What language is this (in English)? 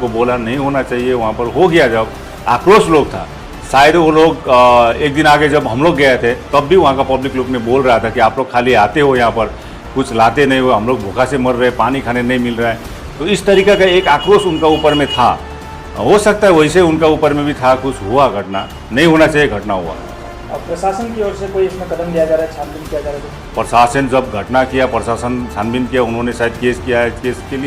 Sadri